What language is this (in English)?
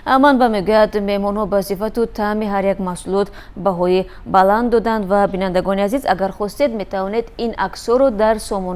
Tajik